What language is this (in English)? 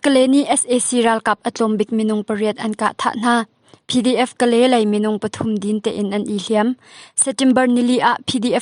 Hakha Chin